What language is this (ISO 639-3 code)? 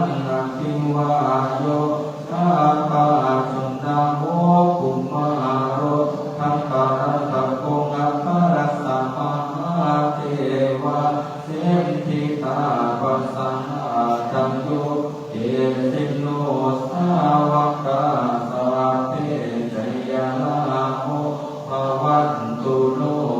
pli